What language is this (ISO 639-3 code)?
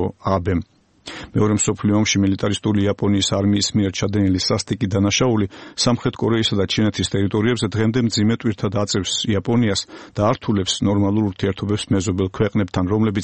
kat